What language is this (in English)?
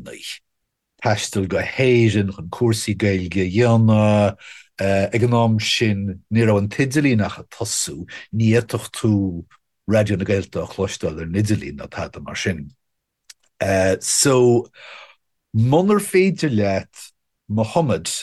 Irish